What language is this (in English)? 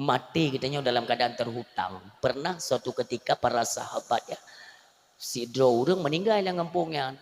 Achinese